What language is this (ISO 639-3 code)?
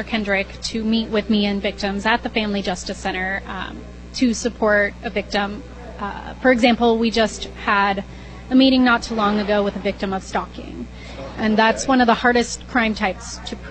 eng